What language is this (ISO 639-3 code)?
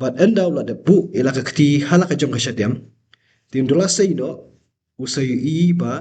kha